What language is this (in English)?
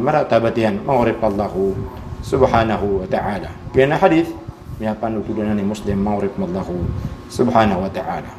Maranao